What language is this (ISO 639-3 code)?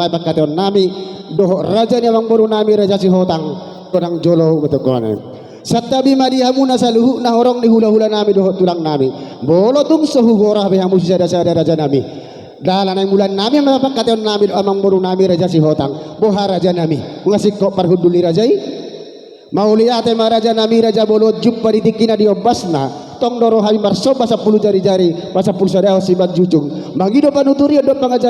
bbc